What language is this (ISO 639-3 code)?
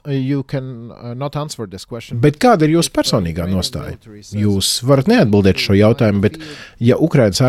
lav